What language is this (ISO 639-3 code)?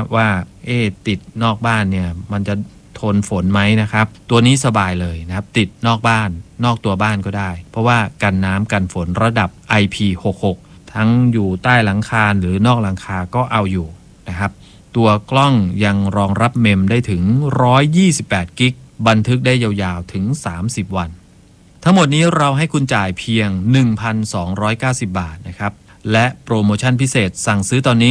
tha